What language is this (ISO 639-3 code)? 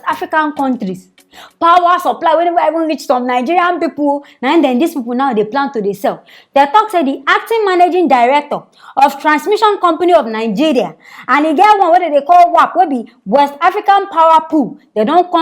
pcm